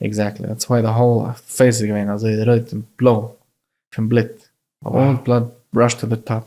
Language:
Yiddish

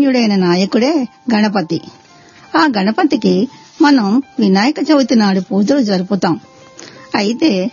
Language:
Telugu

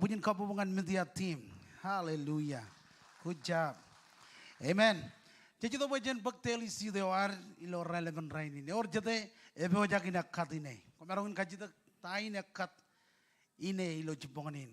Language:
Marshallese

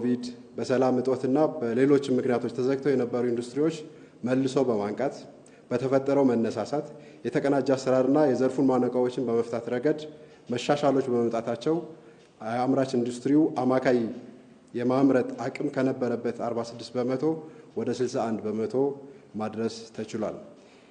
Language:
Amharic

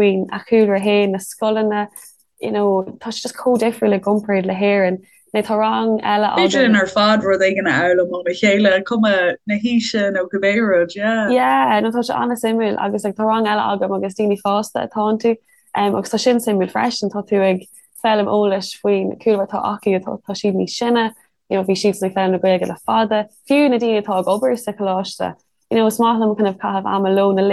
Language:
Irish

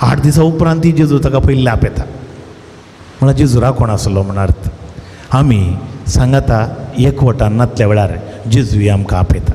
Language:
Konkani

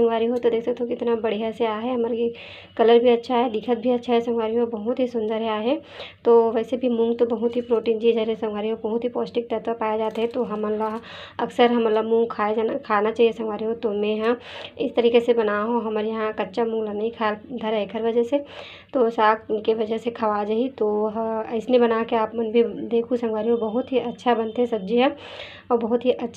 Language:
Chhattisgarhi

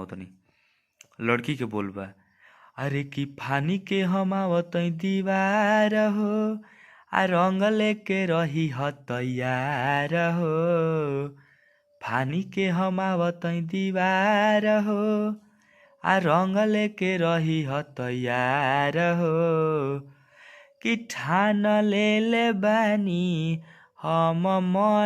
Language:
Bhojpuri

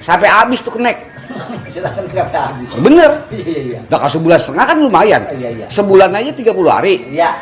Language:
Betawi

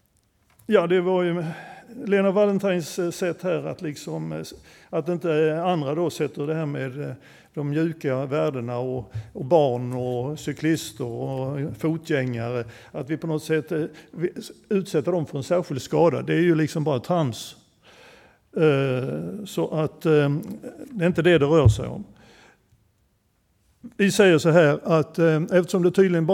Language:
Swedish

